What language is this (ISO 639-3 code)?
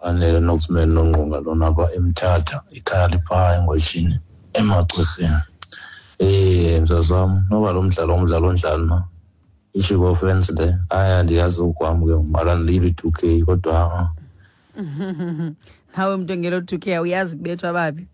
xho